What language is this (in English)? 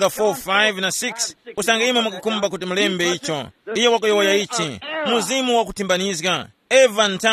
Tumbuka